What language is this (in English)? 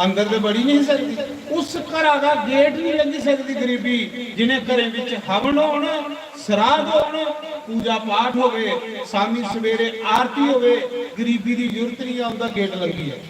Dogri